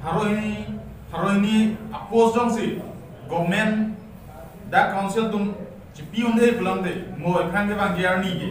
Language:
Karbi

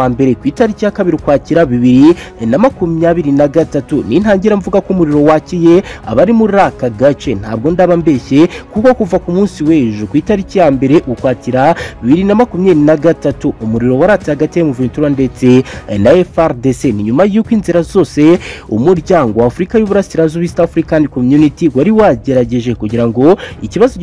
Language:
Kinyarwanda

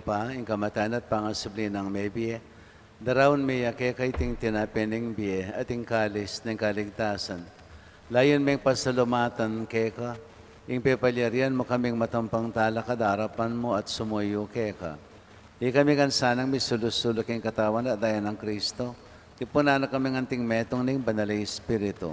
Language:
Pampanga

